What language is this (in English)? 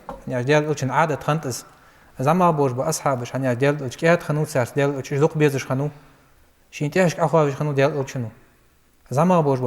Ingush